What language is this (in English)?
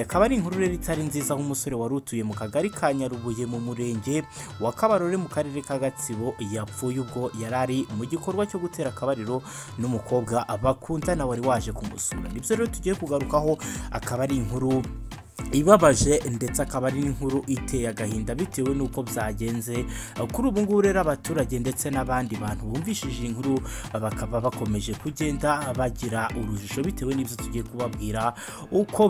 Kinyarwanda